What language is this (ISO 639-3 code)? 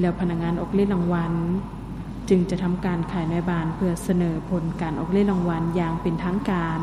lao